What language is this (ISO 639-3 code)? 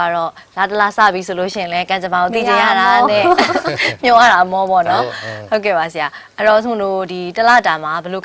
mya